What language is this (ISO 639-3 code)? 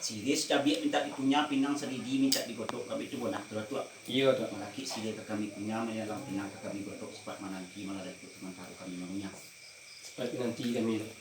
min